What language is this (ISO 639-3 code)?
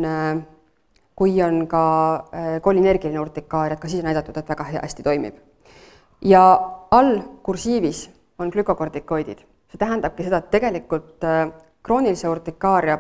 est